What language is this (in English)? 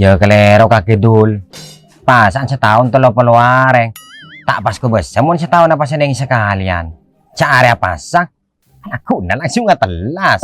Madurese